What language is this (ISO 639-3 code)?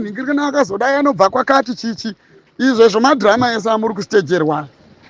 sna